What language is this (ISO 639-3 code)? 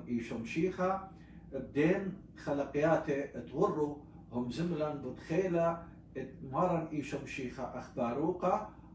aii